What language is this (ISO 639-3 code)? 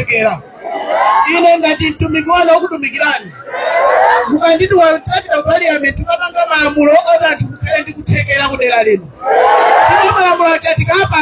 nya